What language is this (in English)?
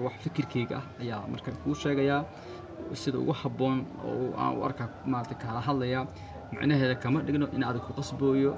Somali